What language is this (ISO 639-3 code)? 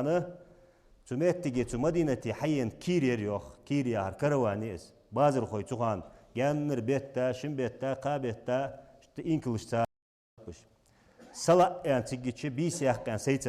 inh